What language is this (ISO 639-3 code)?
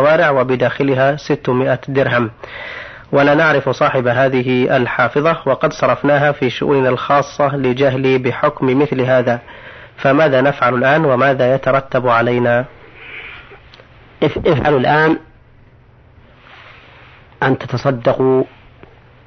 ara